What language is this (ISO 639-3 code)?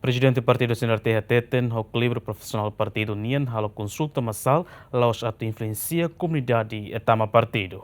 tet